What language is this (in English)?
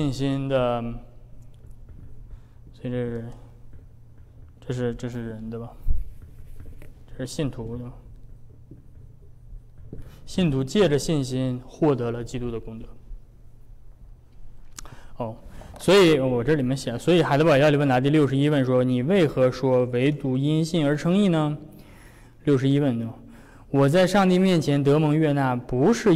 Chinese